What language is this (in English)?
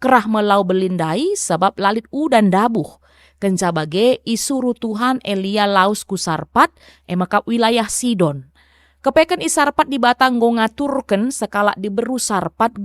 Batak Karo